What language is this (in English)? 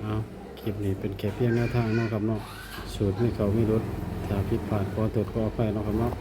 Northeastern Thai